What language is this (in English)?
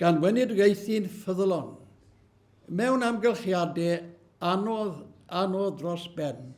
Welsh